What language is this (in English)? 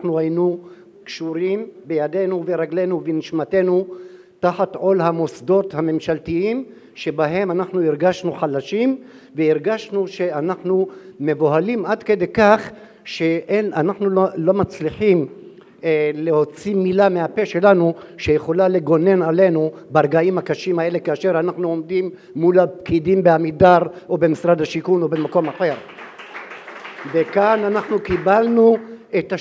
Hebrew